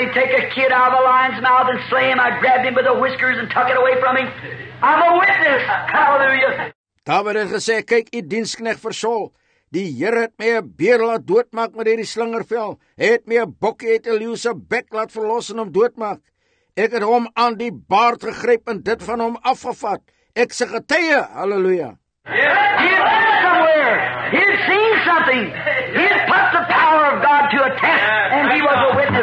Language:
Afrikaans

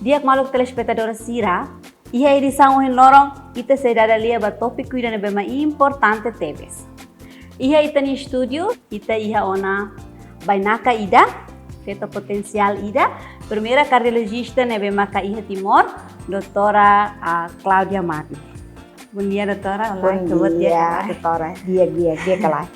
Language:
Tetum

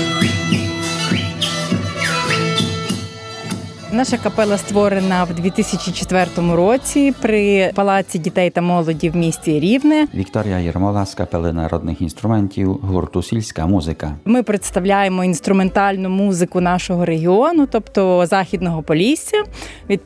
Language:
Ukrainian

